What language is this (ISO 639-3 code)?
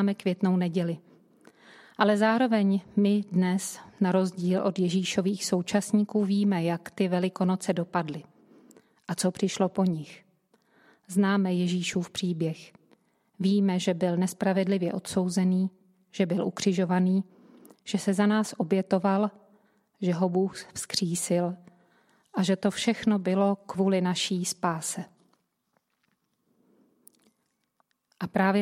ces